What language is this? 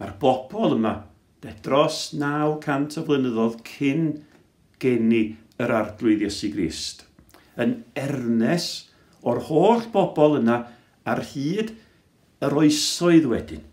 Welsh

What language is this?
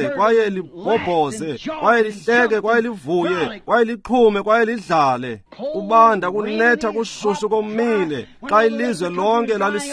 Xhosa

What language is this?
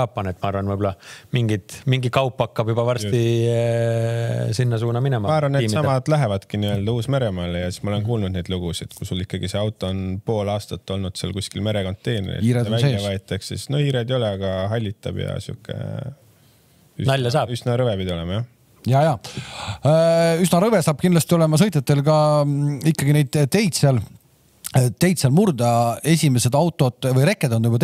Estonian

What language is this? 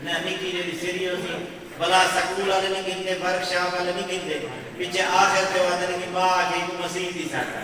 Saraiki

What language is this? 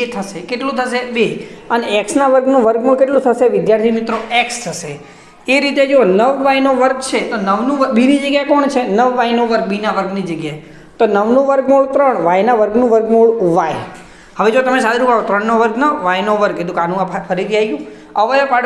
Gujarati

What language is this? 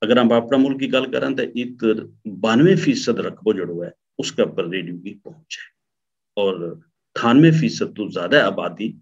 Gujari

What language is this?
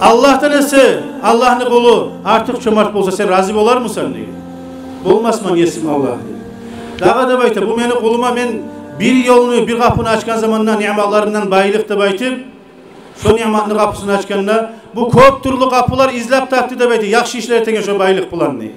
Kumyk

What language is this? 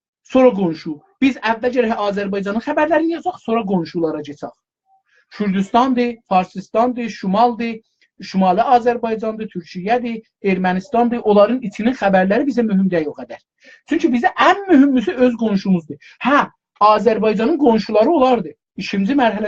South Azerbaijani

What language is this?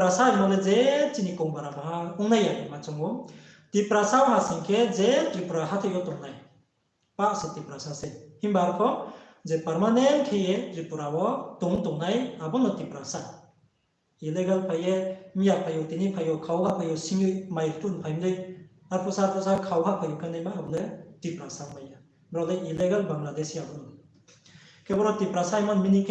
Riang (India)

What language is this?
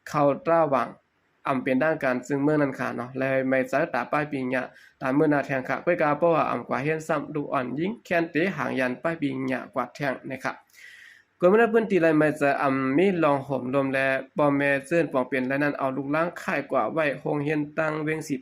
Shan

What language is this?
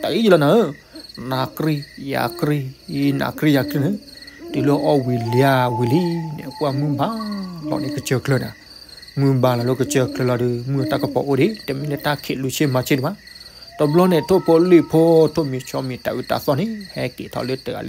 S'gaw Karen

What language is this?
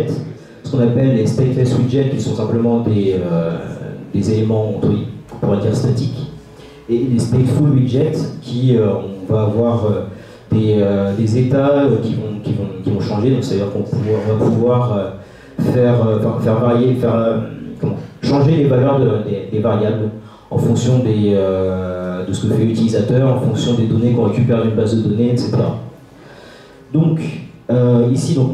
French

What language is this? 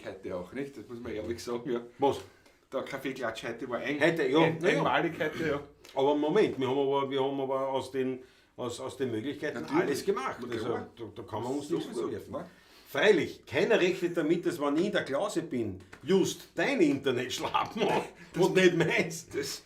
Bavarian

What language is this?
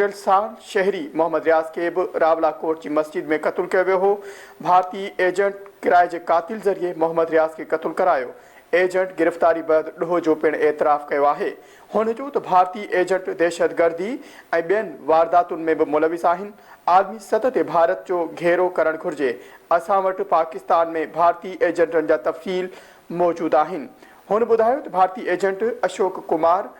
Sindhi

